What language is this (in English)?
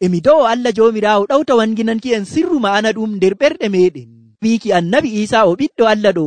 Nigerian Fulfulde